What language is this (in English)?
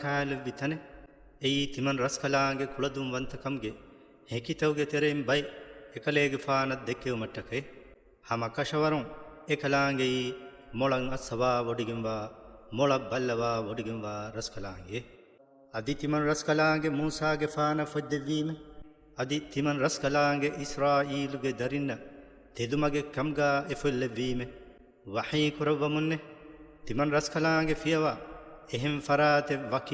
Divehi